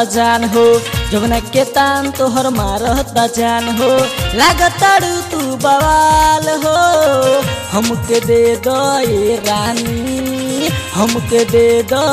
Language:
Bhojpuri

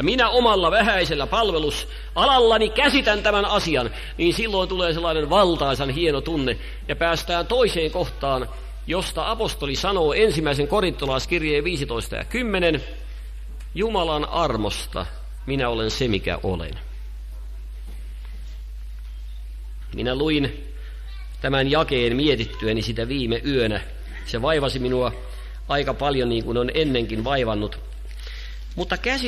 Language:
Finnish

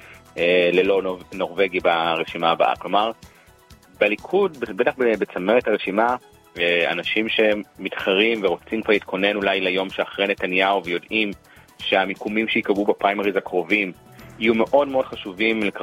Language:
Hebrew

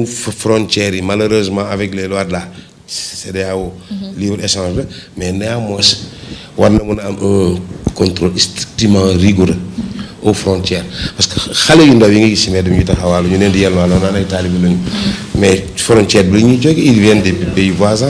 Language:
Wolof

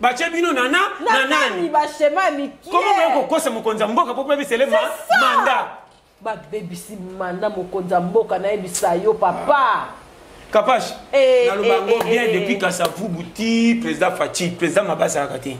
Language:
Lingala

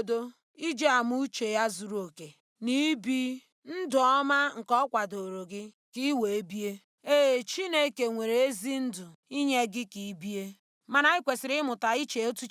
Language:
Igbo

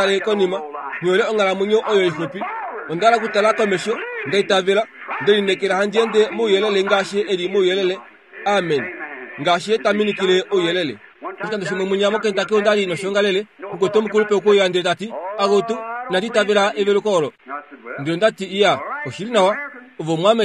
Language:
Kuanyama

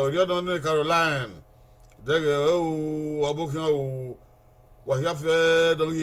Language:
Bini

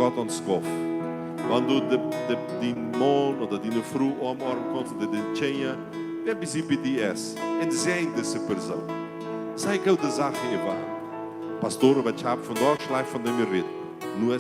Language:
Plautdietsch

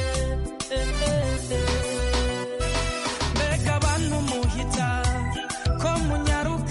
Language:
Kinyarwanda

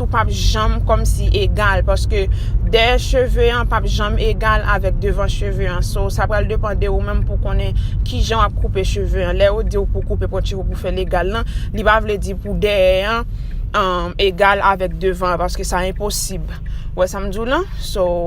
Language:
Haitian Creole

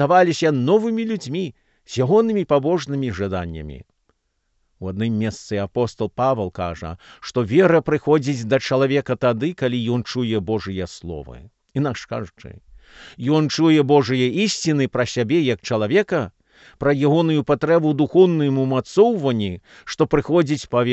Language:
Belarusian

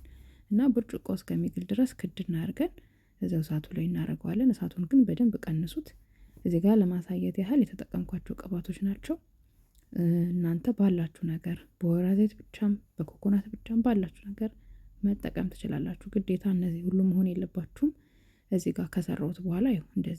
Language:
Amharic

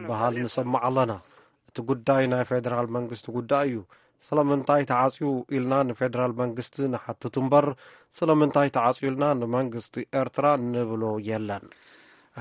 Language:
Tigrinya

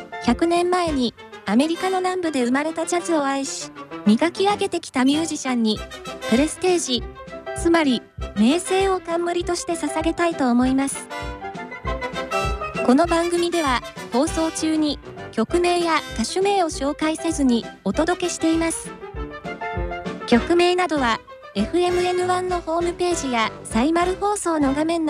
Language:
Japanese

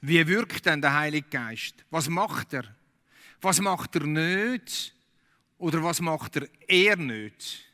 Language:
Swiss German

